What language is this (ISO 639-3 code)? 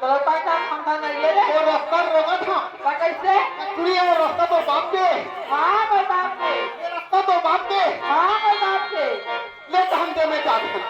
hne